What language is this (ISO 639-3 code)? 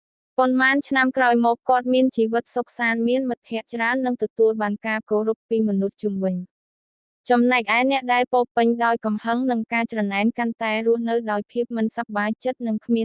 khm